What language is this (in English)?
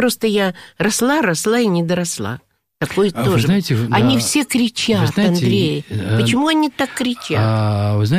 Russian